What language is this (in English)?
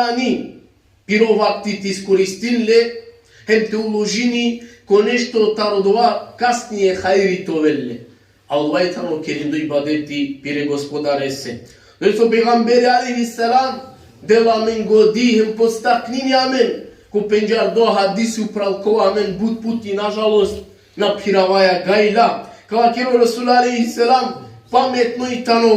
Balkan Romani